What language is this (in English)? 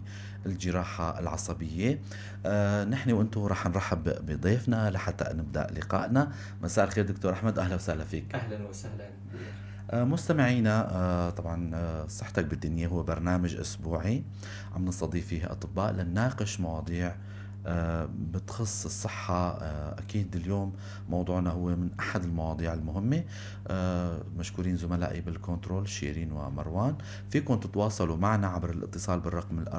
North Levantine Arabic